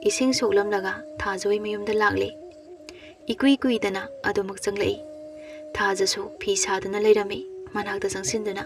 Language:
Manipuri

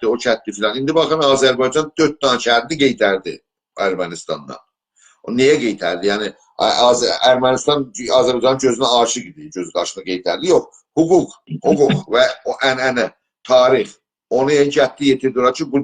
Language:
South Azerbaijani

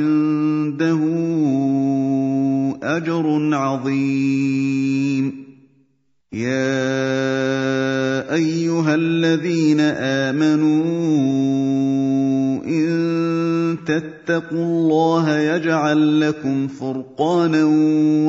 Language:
Arabic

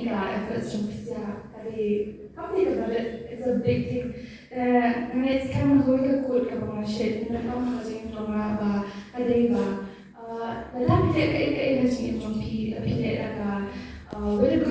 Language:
Khasi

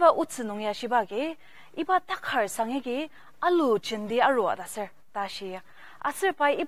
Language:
Ao Naga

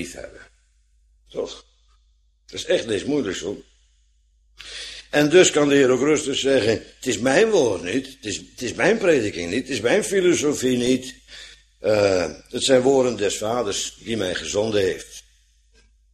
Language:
Dutch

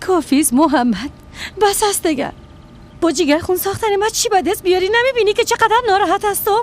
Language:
Persian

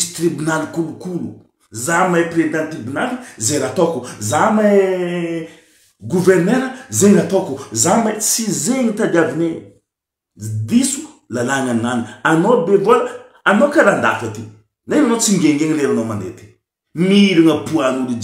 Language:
Malagasy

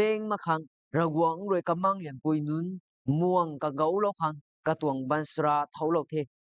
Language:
Rongmei Naga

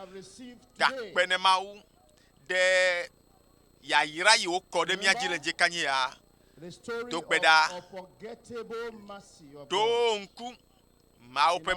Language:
Ewe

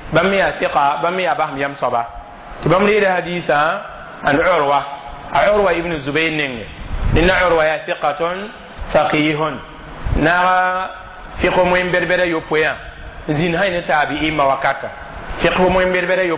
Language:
Mossi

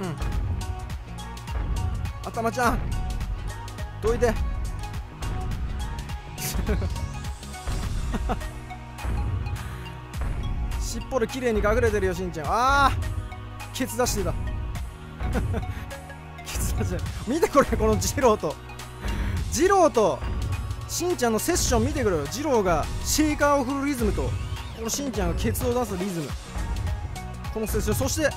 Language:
Japanese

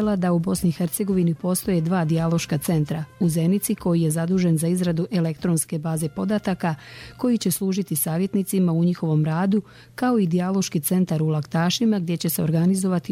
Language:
Bosnian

